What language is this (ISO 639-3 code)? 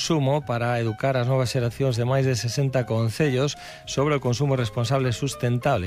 glg